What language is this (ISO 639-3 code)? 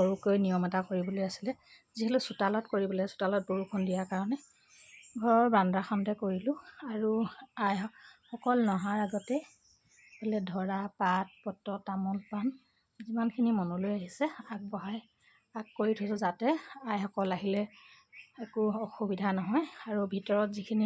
asm